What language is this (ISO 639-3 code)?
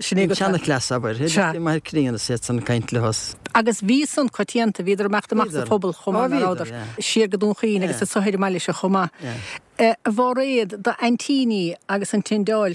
gle